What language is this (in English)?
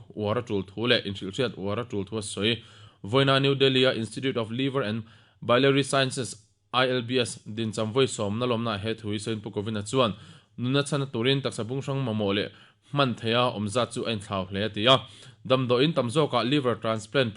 Mizo